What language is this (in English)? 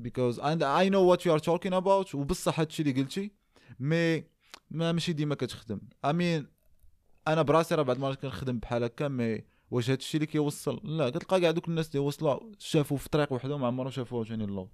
Moroccan Arabic